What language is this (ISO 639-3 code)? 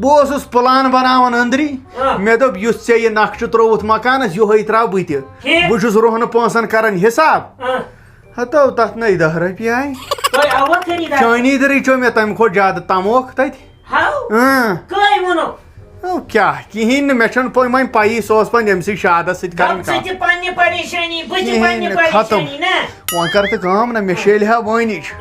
kas